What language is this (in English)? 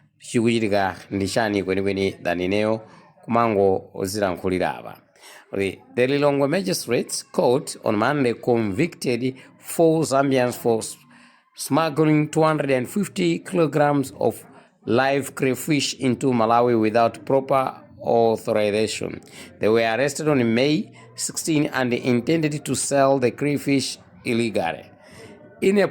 Nyanja